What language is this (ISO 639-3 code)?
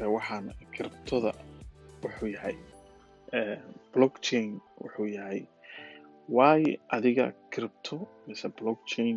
som